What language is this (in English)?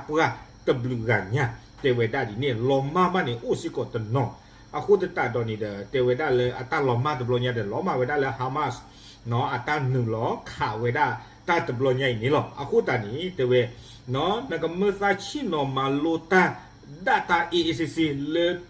S'gaw Karen